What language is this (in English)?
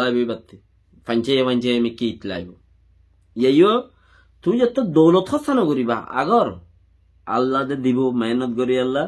Rohingya